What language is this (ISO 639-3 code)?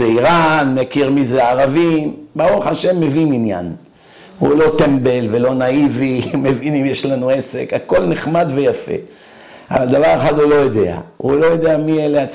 heb